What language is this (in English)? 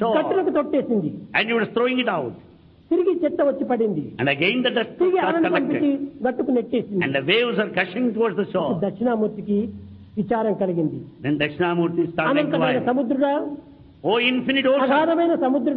Telugu